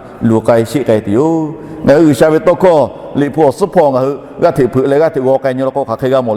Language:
Lahu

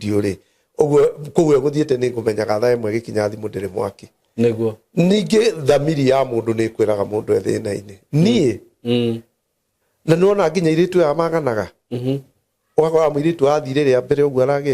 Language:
Kikuyu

